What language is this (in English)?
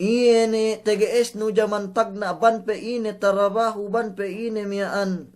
Yakan